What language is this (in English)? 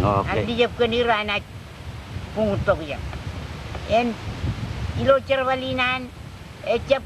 Marshallese